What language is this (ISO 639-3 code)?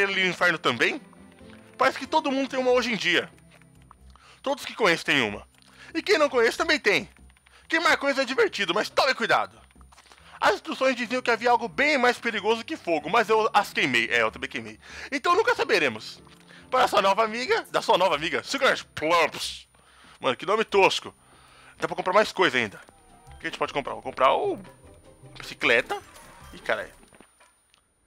por